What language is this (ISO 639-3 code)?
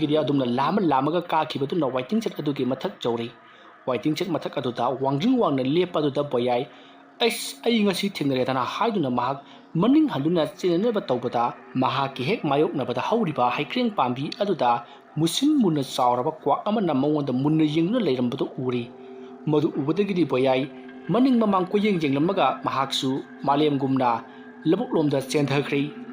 mni